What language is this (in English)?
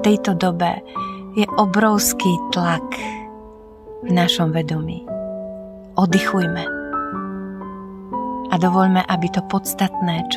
Slovak